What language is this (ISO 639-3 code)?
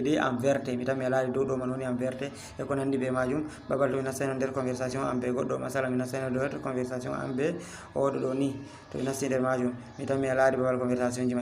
ful